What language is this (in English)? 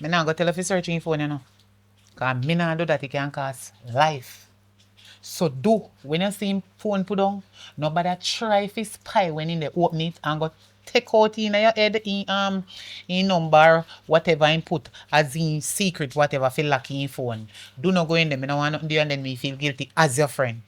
Jamaican Creole English